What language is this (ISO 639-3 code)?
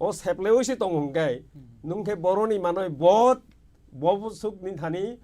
trp